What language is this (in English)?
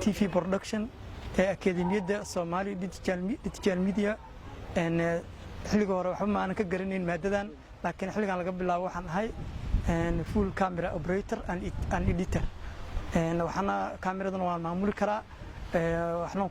Somali